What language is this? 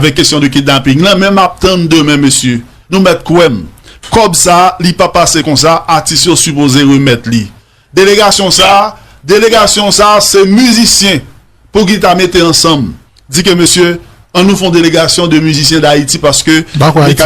Haitian Creole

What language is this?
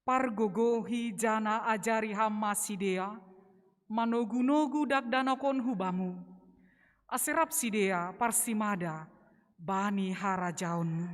Batak Simalungun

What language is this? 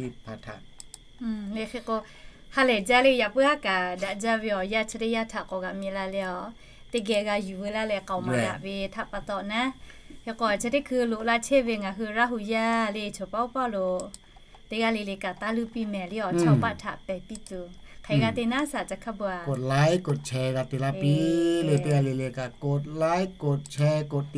Lahu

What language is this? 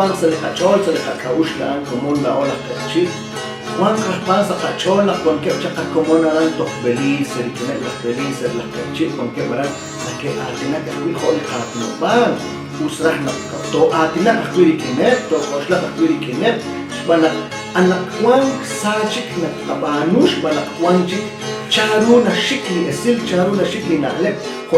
Kekchí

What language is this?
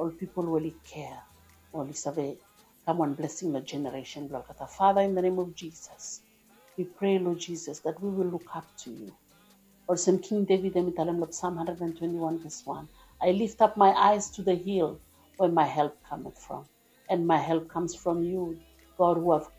Bislama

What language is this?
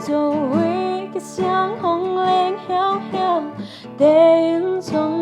Paite Chin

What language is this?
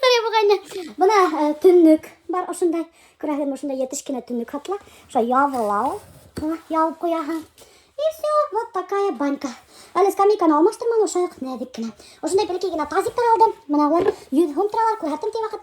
Bashkir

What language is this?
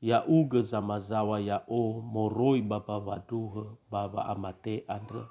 Nias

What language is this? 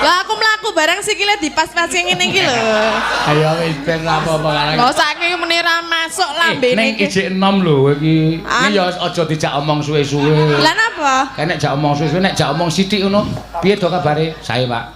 Javanese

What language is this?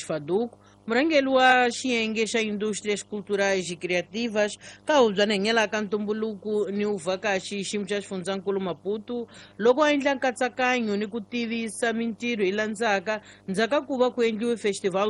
Tsonga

